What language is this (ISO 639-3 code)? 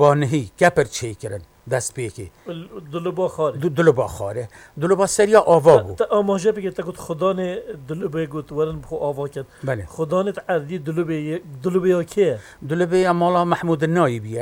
kur